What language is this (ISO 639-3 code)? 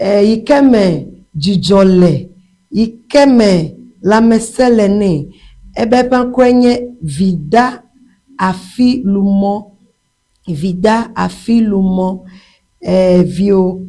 ewe